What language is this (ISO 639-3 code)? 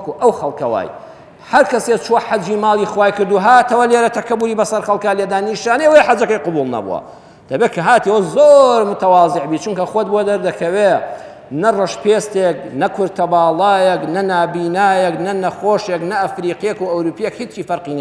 ckb